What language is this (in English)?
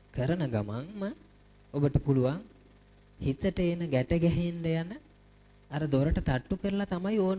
Sinhala